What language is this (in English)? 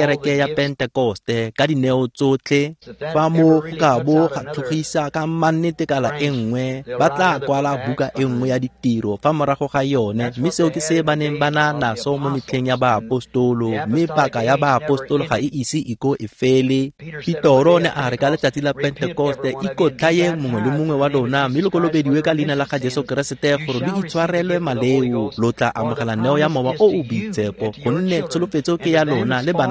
Tswana